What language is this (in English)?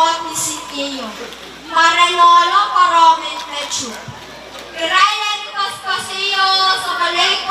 Pohnpeian